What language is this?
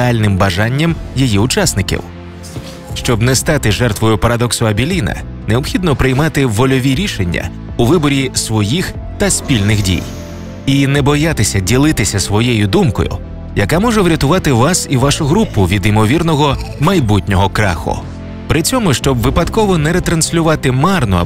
Ukrainian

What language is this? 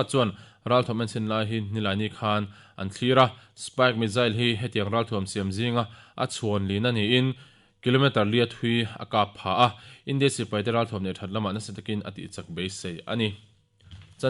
Mizo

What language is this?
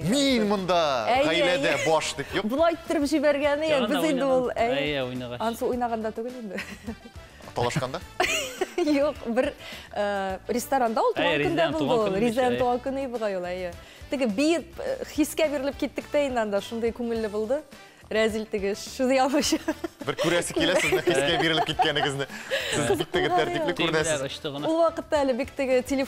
Tatar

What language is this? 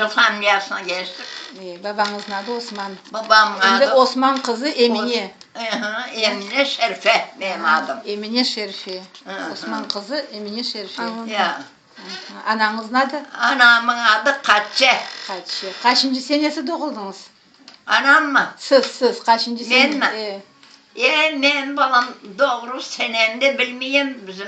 Crimean Tatar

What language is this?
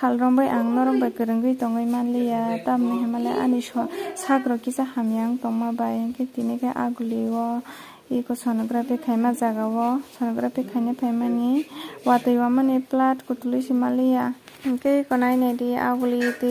Kok Borok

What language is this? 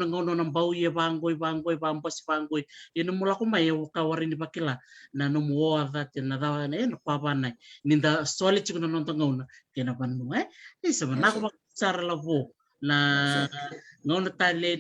Fijian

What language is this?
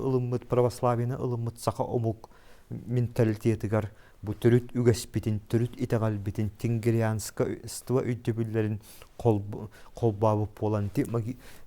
Yakut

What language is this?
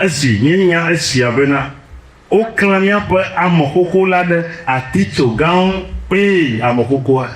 Ewe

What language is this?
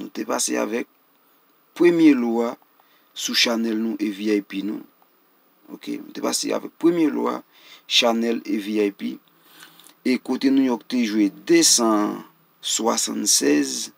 Haitian Creole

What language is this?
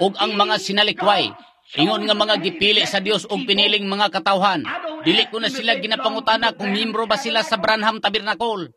Cebuano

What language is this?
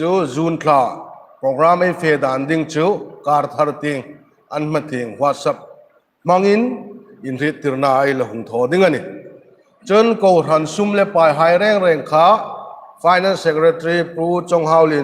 Hmar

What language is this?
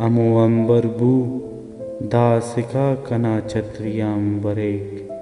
Brahui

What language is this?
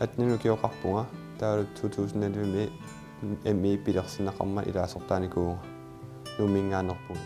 Kalaallisut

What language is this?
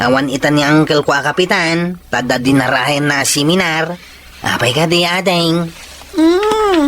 Iloko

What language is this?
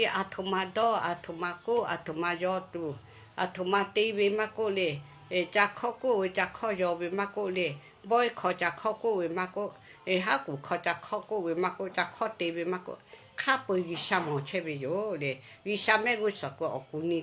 Lahu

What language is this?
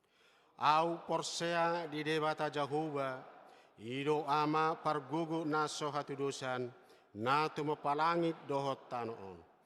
Batak Toba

